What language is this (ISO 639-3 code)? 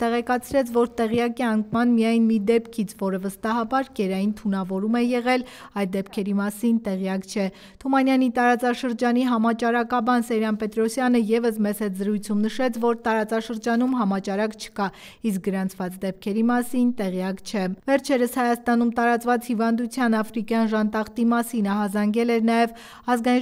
hye